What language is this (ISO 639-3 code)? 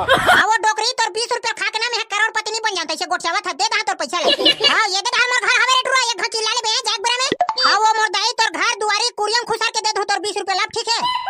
hne